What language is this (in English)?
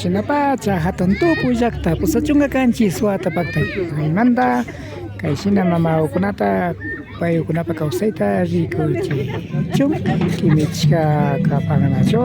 Imbabura Highland Quichua